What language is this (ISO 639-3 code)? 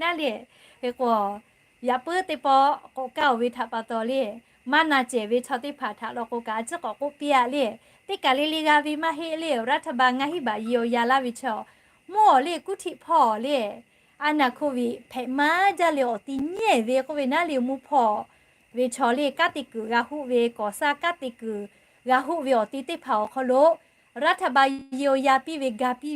lhu